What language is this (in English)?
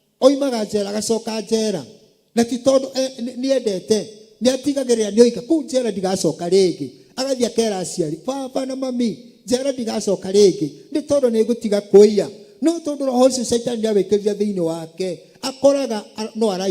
Kikuyu